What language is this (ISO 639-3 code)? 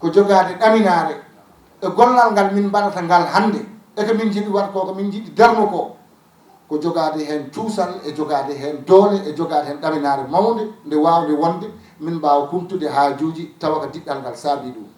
ful